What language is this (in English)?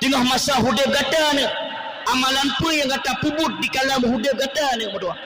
Achinese